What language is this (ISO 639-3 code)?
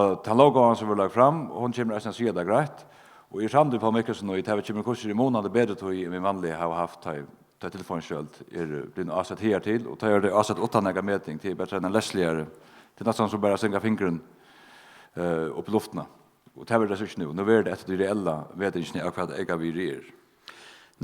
fao